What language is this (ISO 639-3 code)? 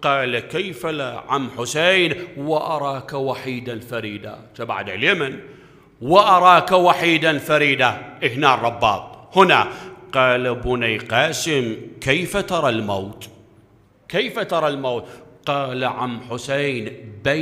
acm